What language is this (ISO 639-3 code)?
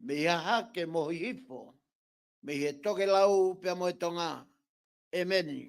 ton